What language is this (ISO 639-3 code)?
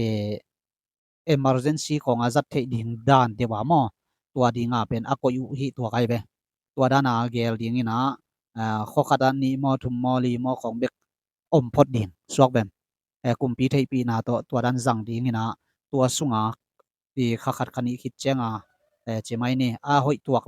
ctd